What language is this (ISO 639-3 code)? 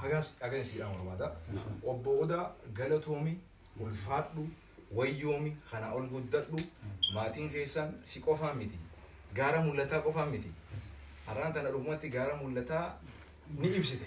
orm